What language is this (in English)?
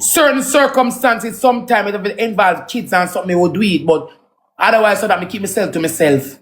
Jamaican Creole English